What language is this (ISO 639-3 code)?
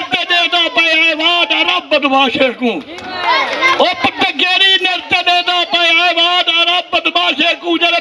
skr